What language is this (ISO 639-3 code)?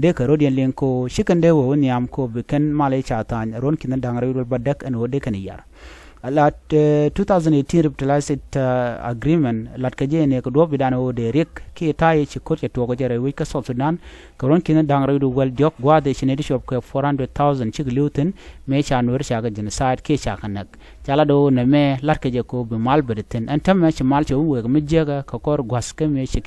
nus